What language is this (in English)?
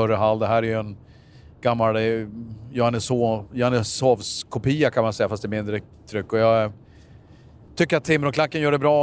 Swedish